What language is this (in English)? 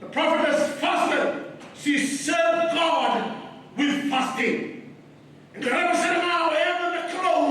Fijian